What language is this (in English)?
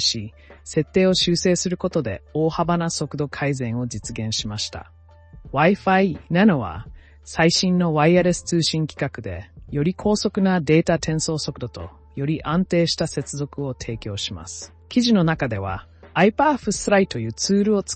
Japanese